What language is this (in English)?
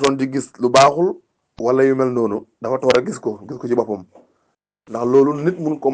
Wolof